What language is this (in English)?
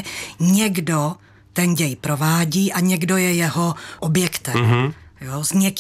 Czech